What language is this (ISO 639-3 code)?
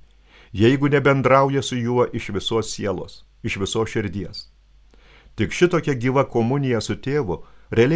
lit